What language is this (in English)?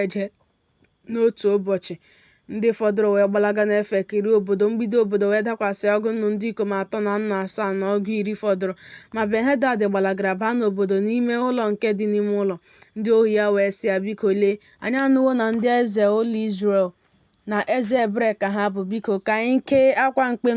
Igbo